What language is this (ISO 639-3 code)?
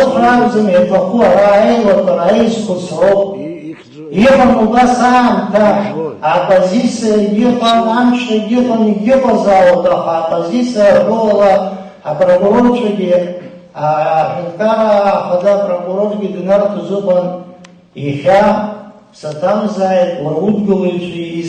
abk